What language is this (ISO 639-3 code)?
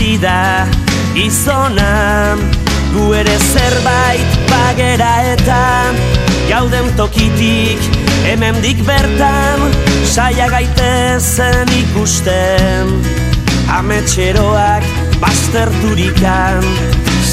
eus